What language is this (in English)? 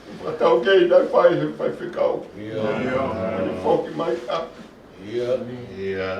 Tongan